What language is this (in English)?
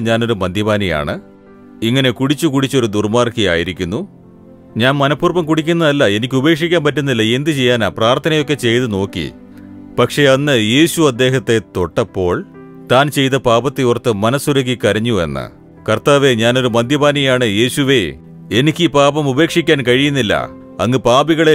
Malayalam